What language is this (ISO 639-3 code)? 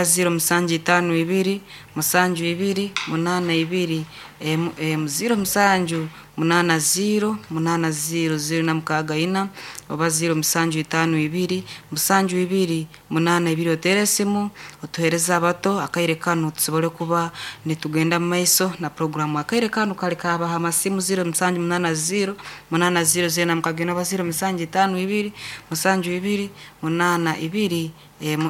nyn